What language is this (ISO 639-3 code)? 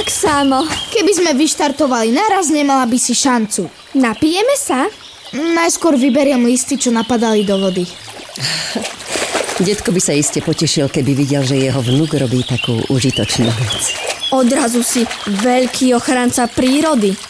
slk